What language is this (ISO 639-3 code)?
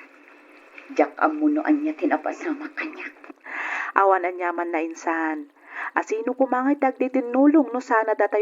ilo